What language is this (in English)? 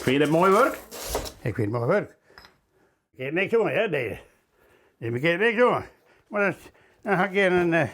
Western Frisian